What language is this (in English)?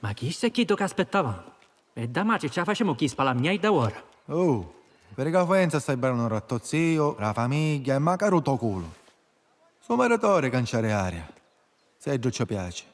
Sicilian